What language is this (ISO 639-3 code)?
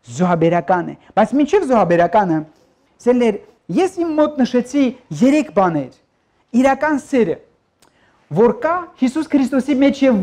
hye